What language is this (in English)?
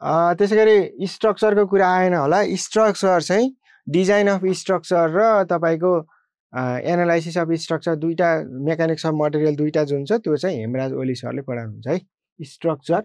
Nepali